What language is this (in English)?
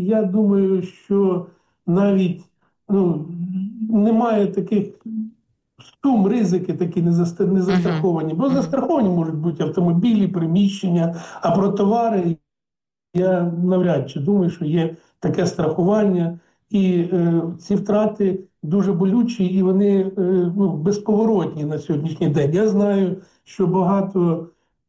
Ukrainian